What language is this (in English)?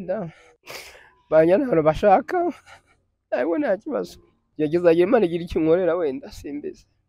Kinyarwanda